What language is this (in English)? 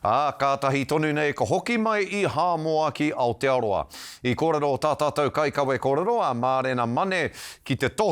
Māori